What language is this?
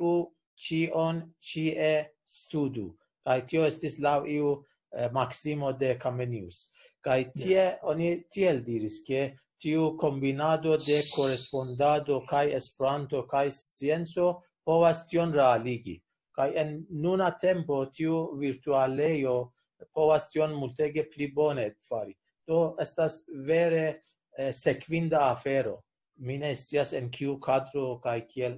Esperanto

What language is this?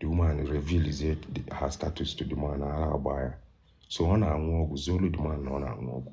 Igbo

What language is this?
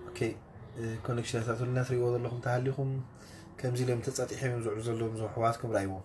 Tigrinya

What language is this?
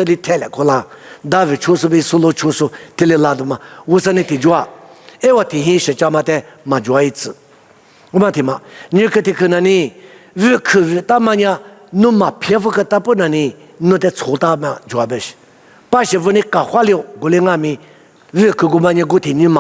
Lisu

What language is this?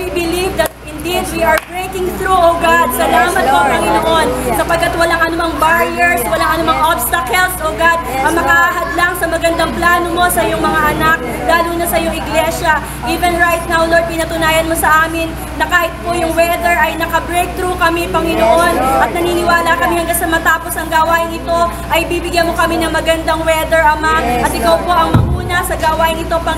Filipino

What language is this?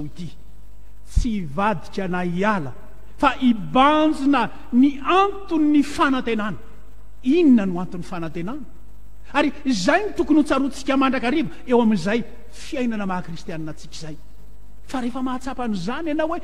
Malagasy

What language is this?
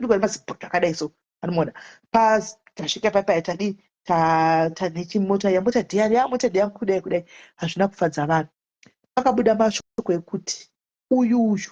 Shona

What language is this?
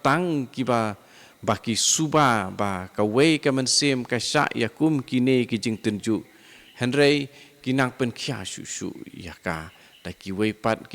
Khasi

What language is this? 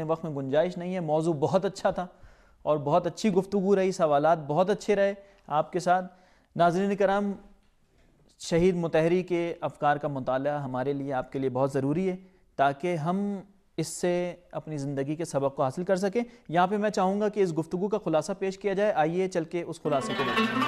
Urdu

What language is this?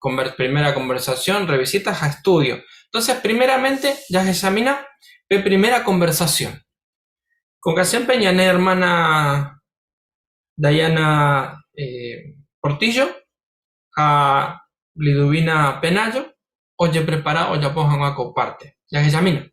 Guarani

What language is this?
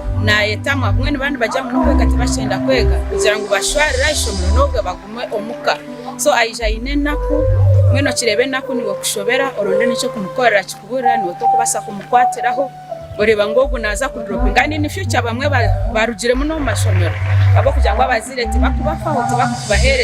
Nyankole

